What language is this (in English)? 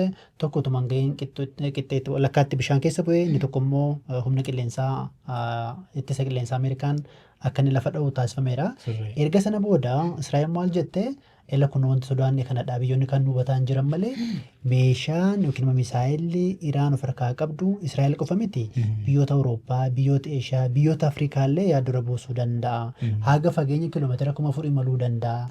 Oromo